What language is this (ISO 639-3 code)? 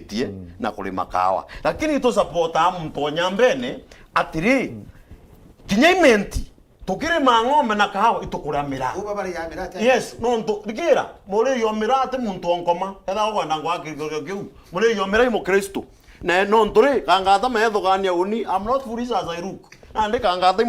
mer